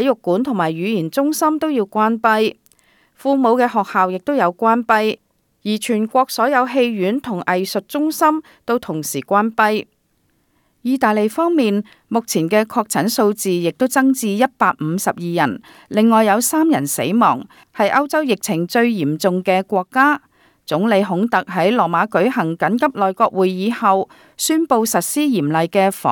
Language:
Cantonese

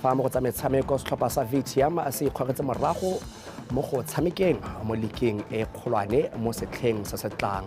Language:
Tswana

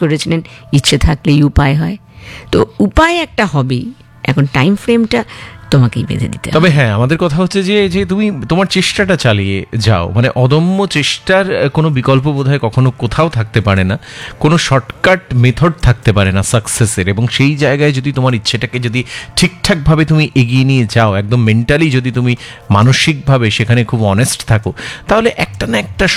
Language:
Bangla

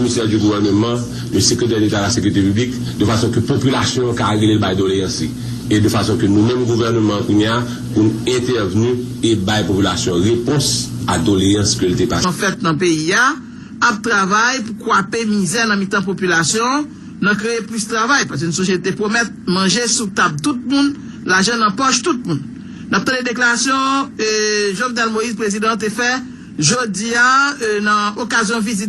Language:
Haitian Creole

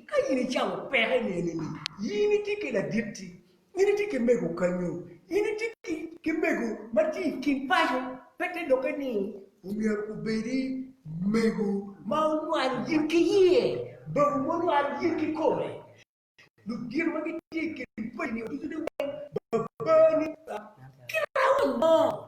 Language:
Acoli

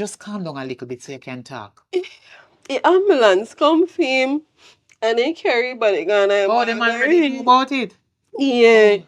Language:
Jamaican Creole English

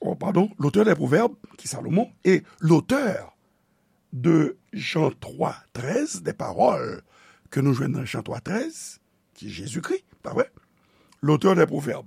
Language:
Haitian Creole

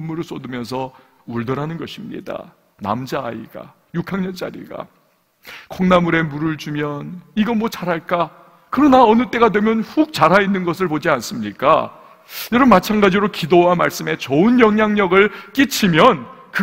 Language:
Korean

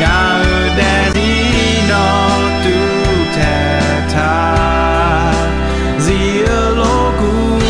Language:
Akha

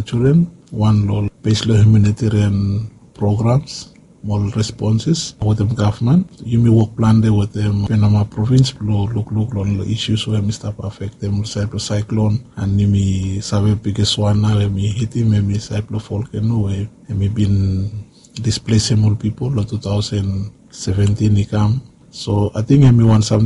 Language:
Bislama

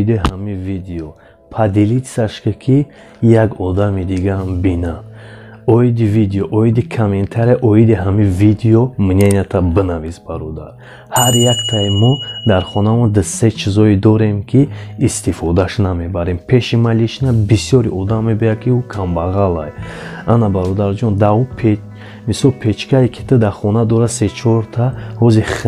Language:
Tajik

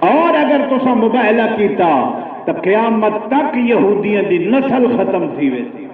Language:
Saraiki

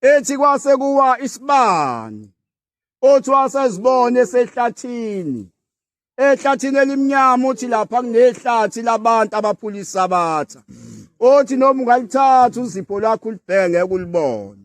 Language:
Zulu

